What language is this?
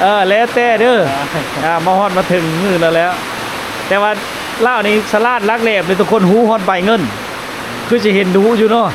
Lao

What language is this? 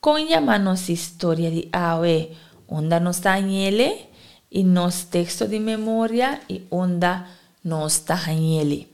Papiamento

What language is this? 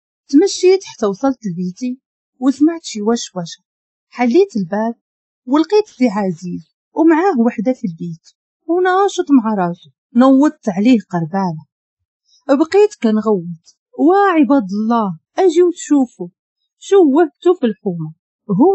Moroccan Arabic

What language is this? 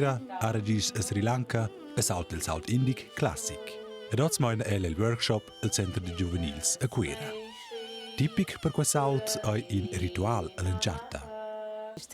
Romansh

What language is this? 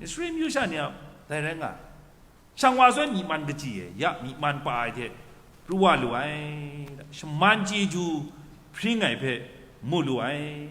Kachin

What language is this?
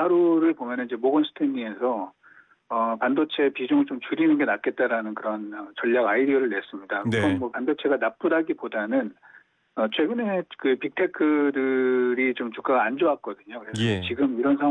Korean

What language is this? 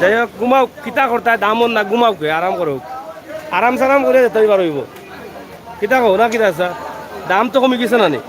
Sylheti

